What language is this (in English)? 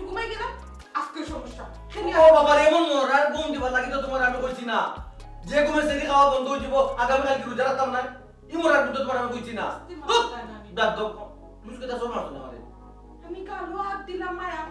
Sylheti